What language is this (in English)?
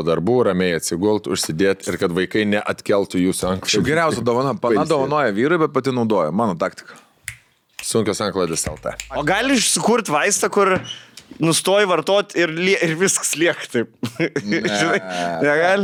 Lithuanian